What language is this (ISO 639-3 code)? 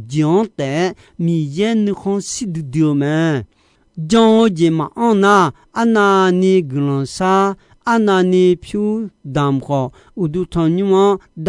ahk